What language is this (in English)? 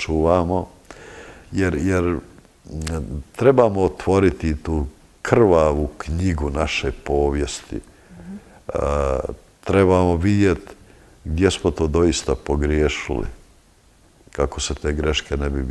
Croatian